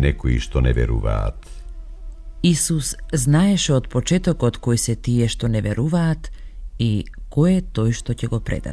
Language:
Macedonian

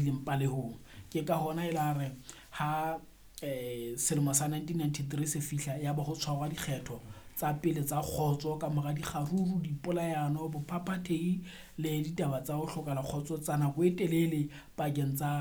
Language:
Southern Sotho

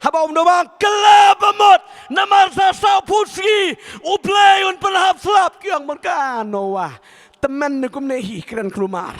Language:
Khasi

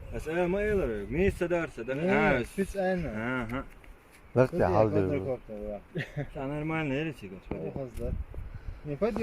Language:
Chechen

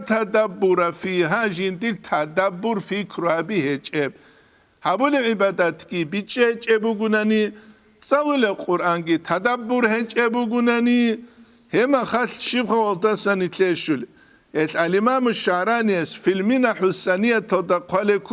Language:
Avaric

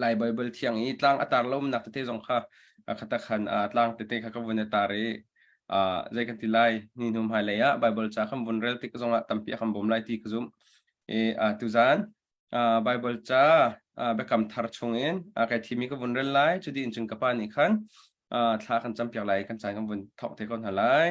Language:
Hakha Chin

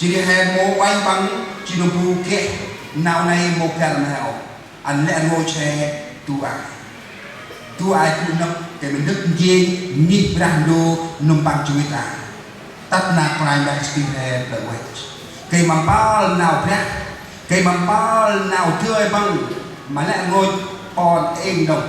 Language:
Central Mnong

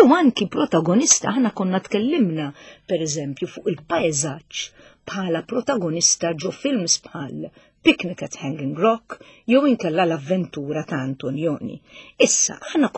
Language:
Maltese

